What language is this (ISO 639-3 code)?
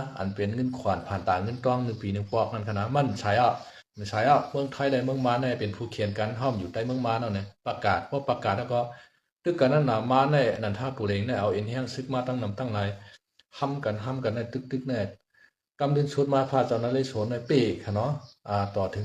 shn